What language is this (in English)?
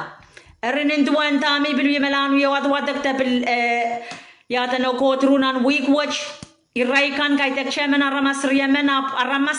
Pohnpeian